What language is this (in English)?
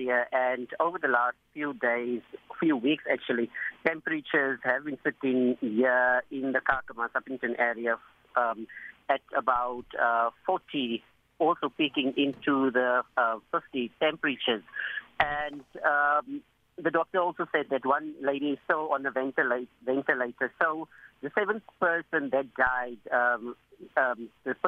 English